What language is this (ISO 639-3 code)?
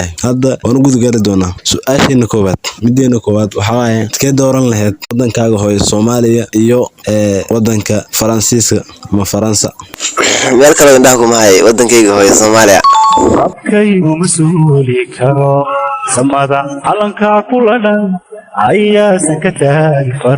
som